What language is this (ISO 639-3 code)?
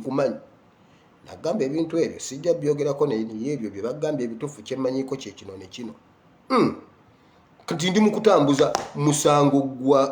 lug